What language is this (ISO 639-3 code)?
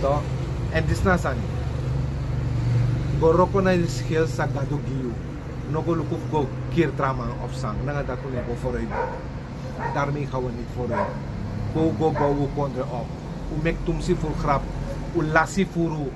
srn